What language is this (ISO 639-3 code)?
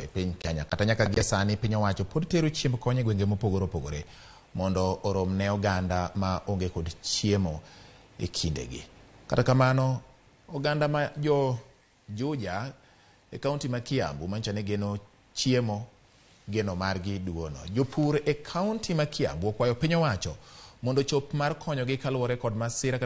luo